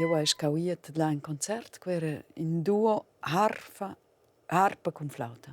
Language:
Romansh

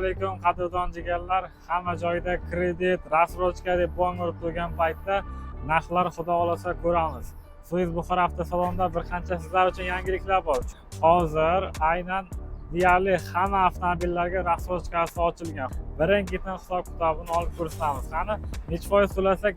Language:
Uzbek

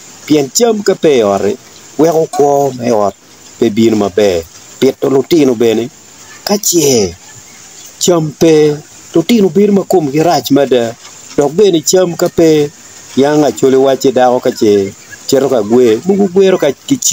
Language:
Acoli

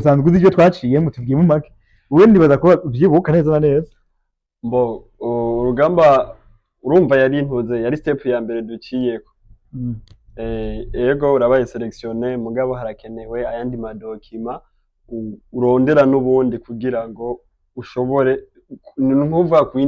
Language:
Rundi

